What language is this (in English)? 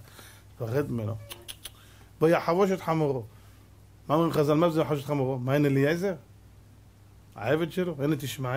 Hebrew